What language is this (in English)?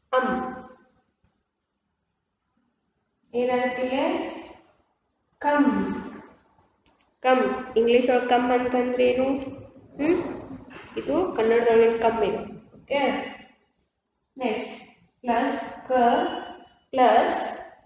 Kannada